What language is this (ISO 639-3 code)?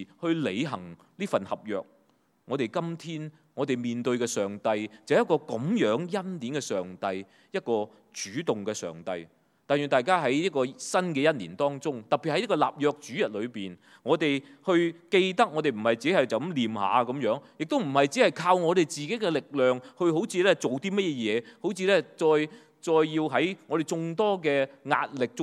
yue